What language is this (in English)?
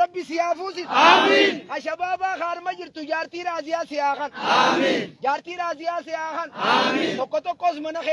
Oromo